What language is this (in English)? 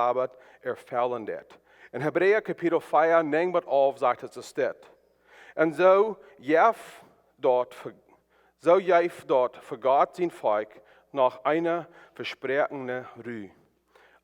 Plautdietsch